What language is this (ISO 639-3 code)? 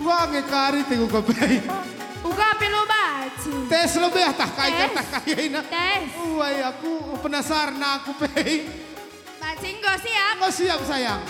btx